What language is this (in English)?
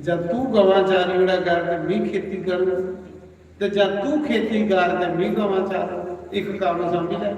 Dogri